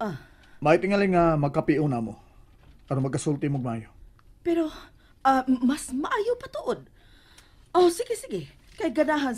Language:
Cebuano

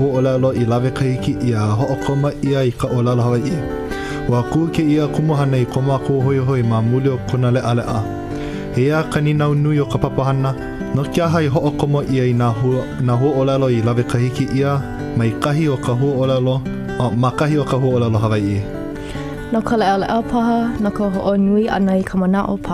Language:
Hawaiian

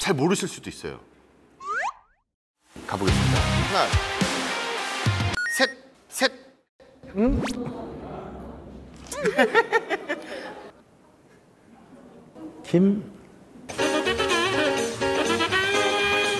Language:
Korean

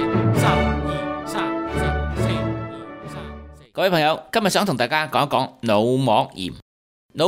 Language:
Cantonese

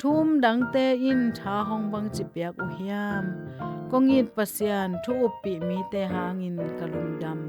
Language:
Tedim Chin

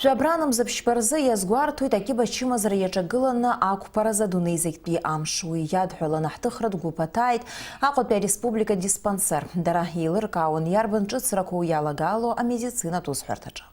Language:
Abkhazian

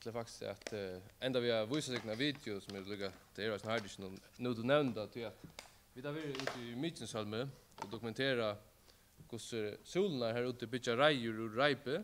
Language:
Faroese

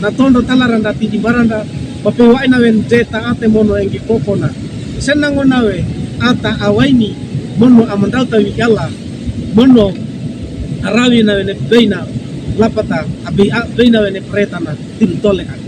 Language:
Wejewa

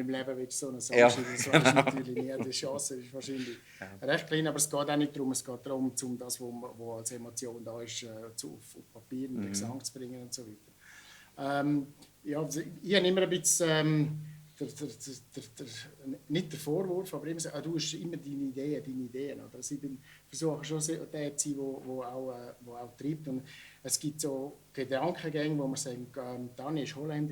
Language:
Swiss German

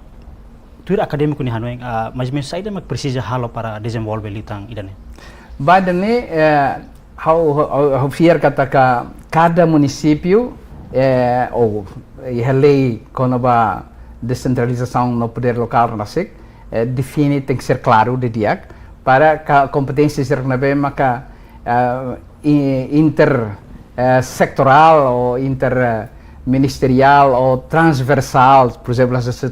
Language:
Tetum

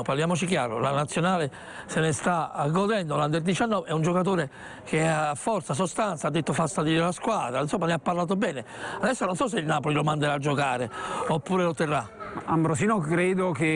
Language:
Italian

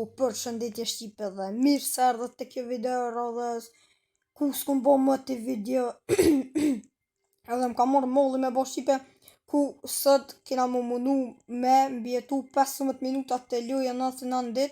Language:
Albanian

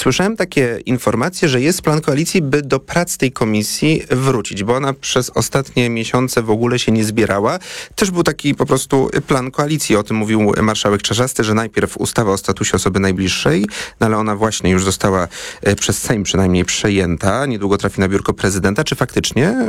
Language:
Polish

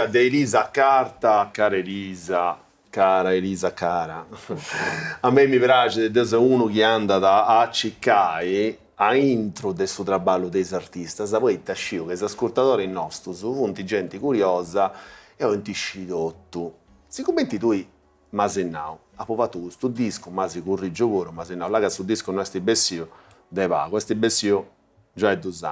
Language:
Sardinian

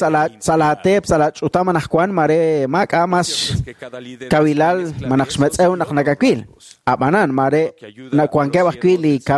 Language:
Kekchí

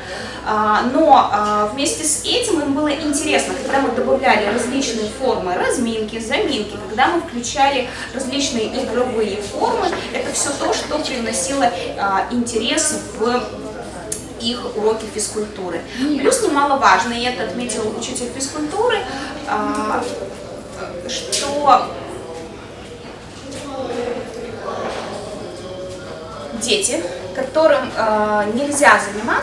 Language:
Russian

